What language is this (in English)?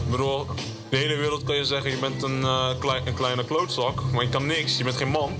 Dutch